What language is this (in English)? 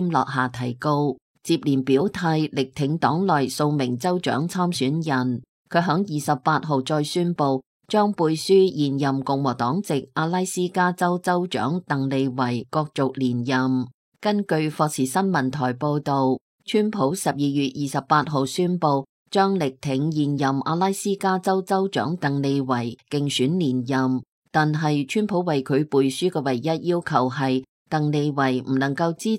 Cantonese